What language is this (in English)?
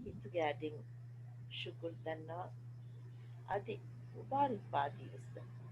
Divehi